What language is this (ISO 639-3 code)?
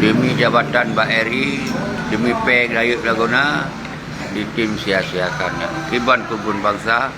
ace